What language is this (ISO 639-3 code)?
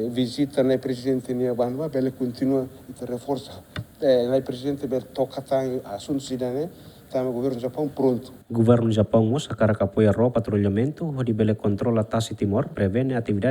tet